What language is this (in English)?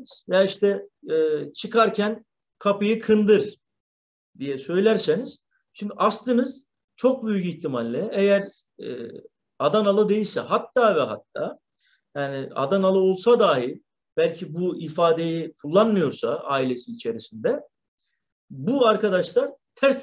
Turkish